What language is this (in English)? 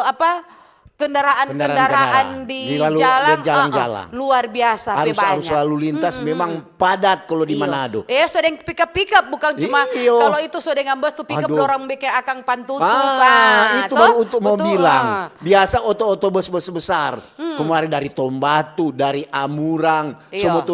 Manado Malay